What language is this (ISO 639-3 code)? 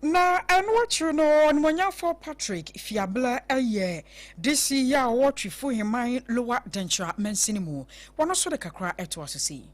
aka